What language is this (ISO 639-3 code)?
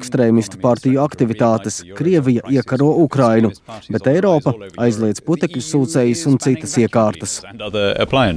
lav